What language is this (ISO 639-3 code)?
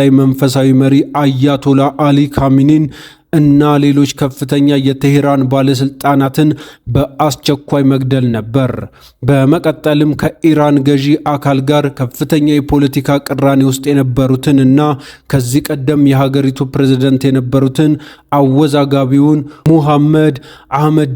amh